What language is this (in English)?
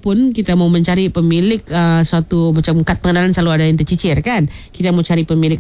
Malay